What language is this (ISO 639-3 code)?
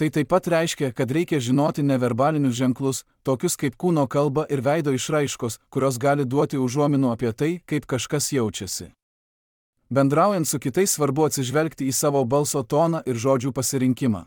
lit